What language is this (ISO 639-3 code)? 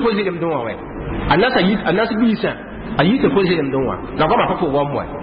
mos